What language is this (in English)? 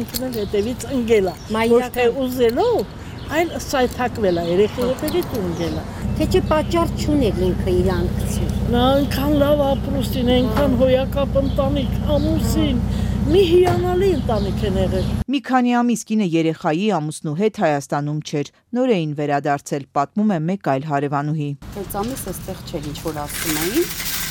Armenian